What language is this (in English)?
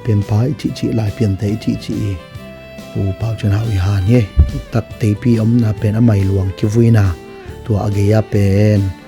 Tedim Chin